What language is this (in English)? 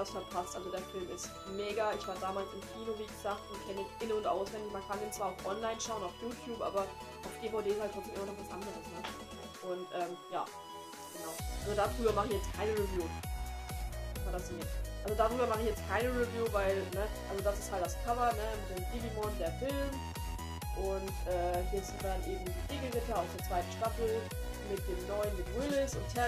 German